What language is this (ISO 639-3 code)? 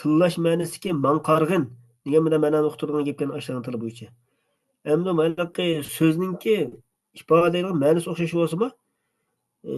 uig